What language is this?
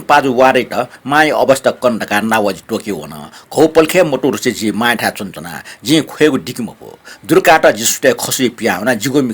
Newari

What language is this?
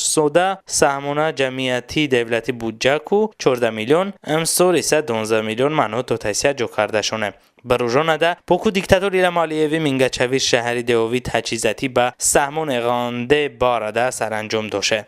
Talysh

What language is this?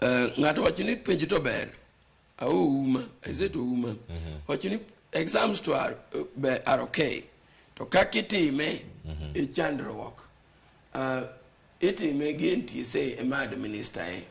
Luo (Kenya and Tanzania)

